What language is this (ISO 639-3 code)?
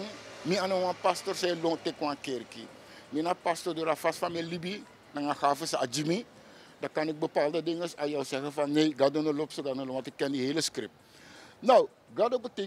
srn